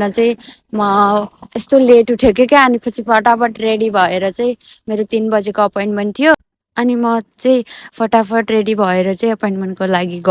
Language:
Nepali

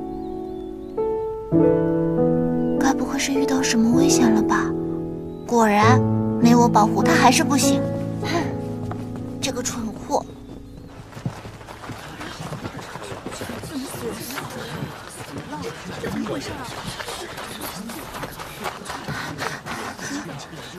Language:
Chinese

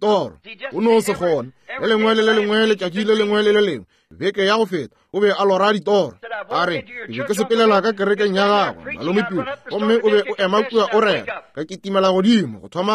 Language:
Northern Sotho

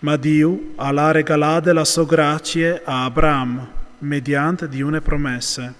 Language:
Friulian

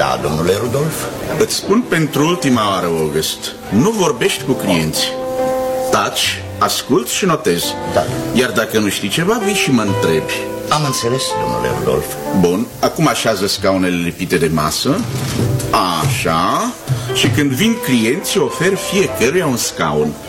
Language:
Romanian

